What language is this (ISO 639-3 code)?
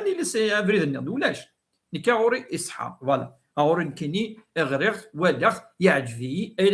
kab